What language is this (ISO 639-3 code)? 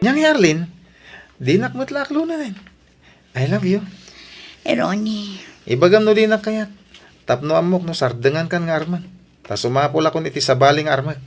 ilo